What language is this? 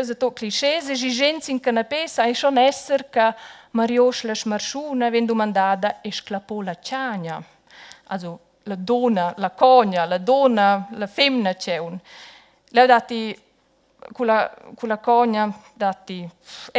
Romansh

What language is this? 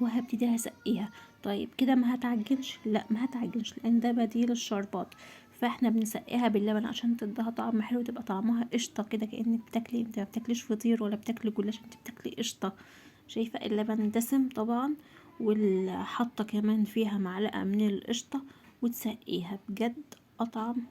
Egyptian Arabic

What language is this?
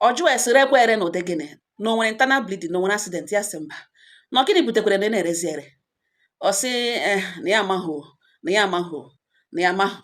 Igbo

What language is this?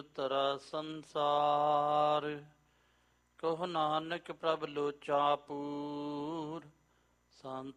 Punjabi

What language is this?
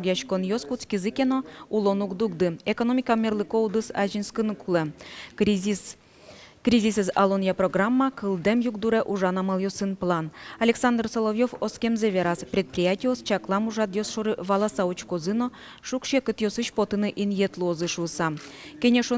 Udmurt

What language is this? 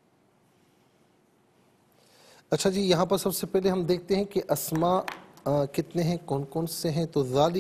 Urdu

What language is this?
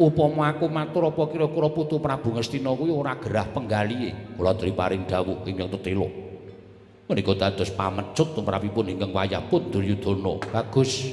Javanese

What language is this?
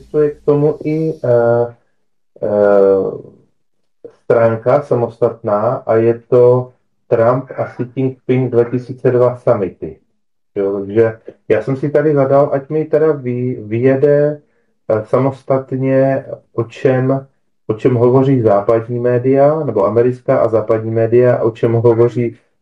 Czech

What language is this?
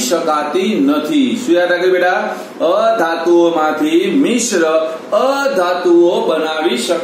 Gujarati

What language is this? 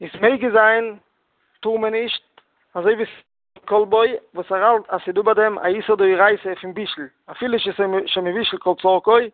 Yiddish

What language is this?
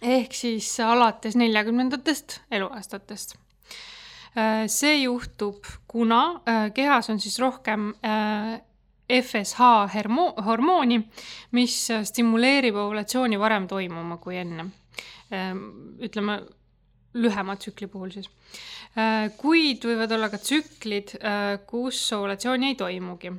Estonian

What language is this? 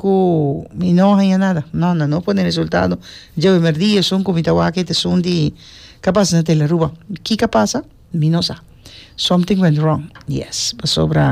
Papiamento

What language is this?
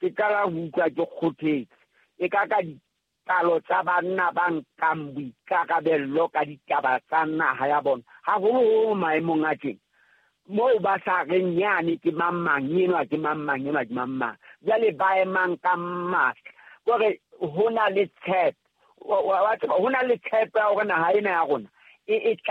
Southern Sotho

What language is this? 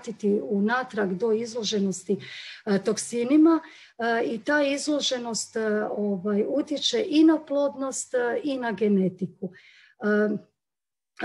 Croatian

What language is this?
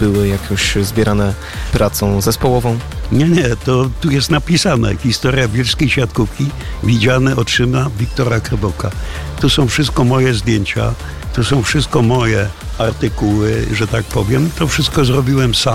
Polish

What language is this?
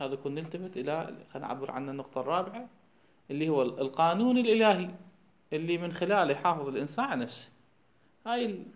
Mesopotamian Arabic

